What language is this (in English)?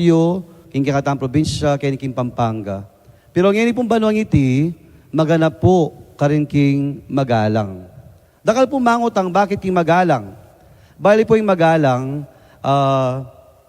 Pampanga